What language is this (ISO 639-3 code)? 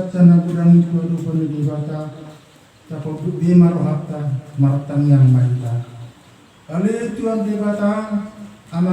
bbc